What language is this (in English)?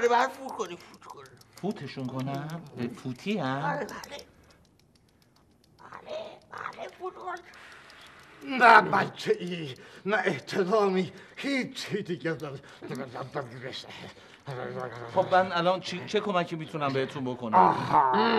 Persian